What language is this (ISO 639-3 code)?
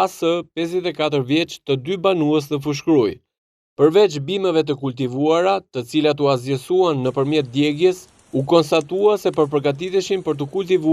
sqi